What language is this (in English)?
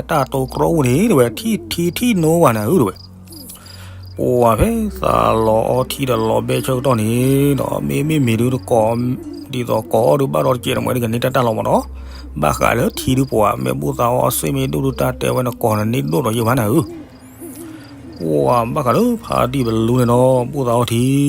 S'gaw Karen